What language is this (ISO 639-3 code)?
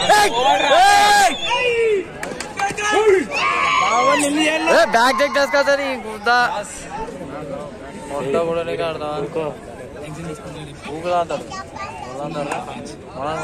tel